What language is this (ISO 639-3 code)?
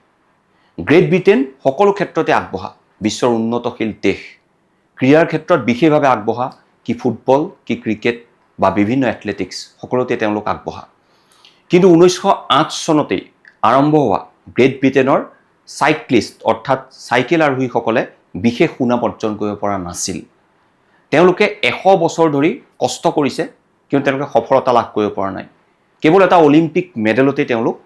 asm